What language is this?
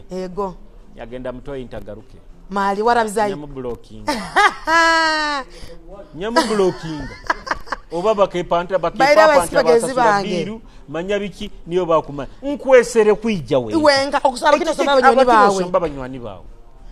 Nyoro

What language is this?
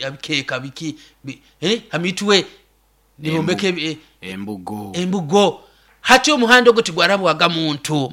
Nyoro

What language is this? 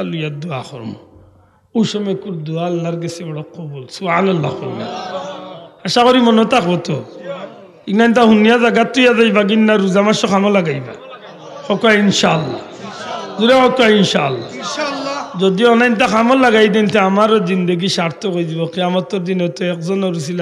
Sylheti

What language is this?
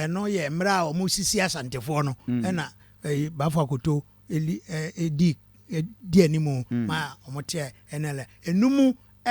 Akan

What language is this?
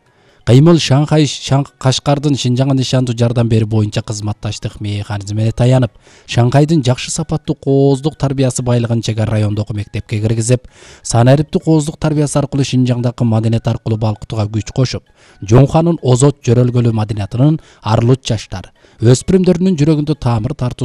Kyrgyz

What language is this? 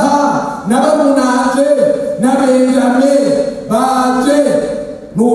Rundi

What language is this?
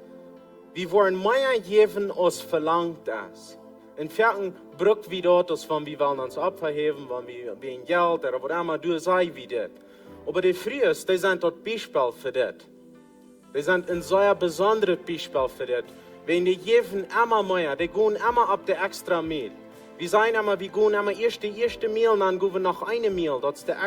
Plautdietsch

